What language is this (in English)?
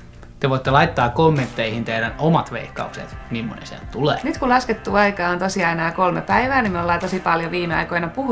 Finnish